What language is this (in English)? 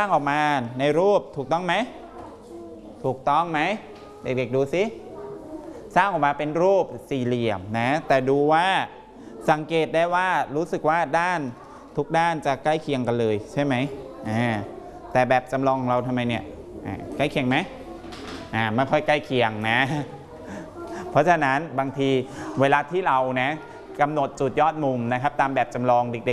Thai